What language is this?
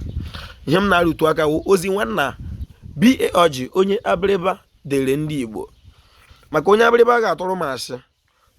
Igbo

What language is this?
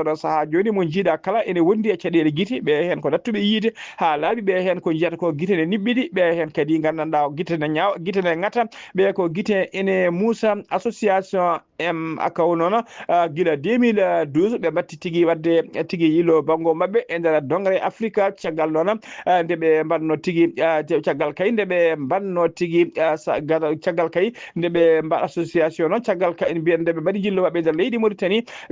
Fula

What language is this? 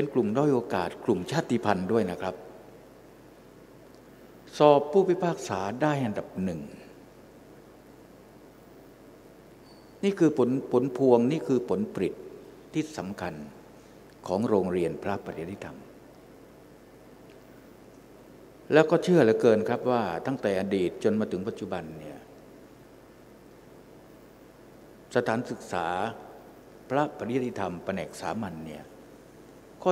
Thai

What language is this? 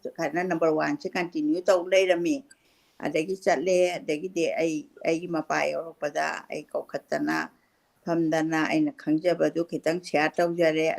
Manipuri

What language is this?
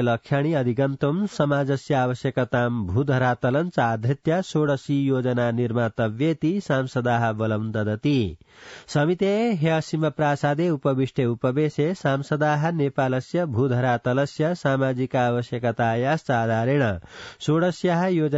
Sanskrit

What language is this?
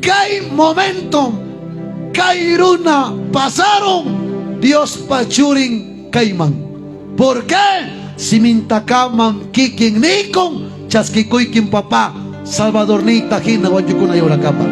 Ayacucho Quechua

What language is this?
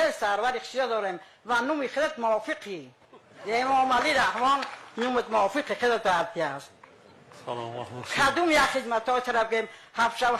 Tajik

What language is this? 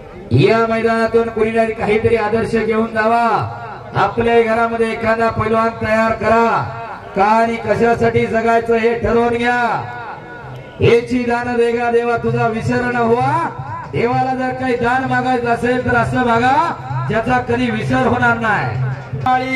Marathi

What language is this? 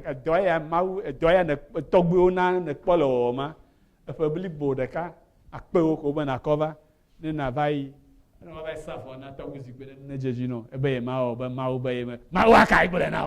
Ewe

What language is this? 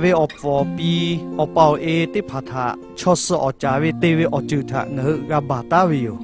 Lahu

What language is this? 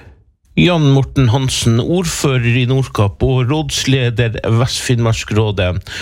Norwegian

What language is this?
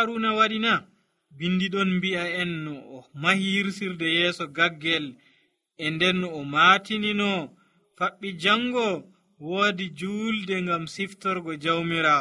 Nigerian Fulfulde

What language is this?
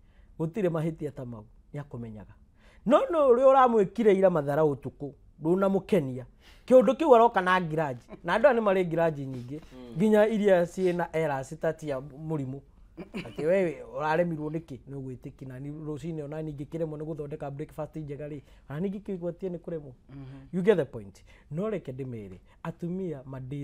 Kikuyu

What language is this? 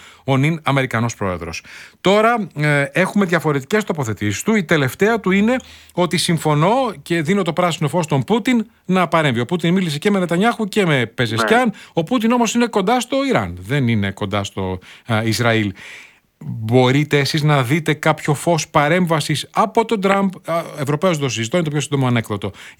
Greek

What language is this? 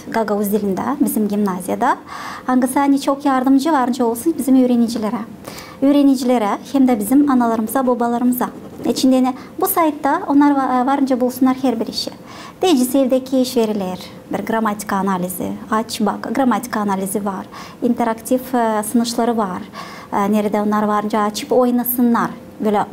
Gagauz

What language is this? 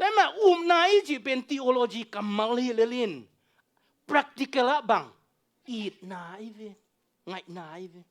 Tedim Chin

